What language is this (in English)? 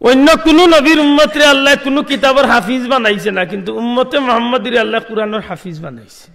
Sylheti